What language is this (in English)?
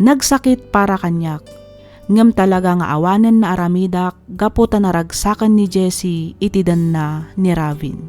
Iloko